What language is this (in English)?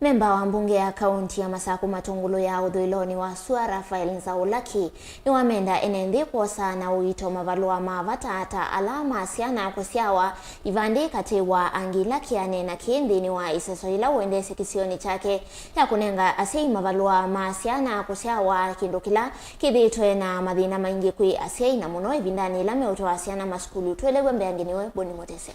Kamba